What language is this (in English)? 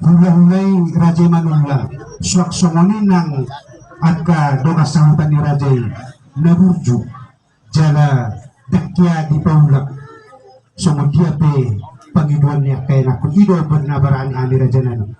Batak Toba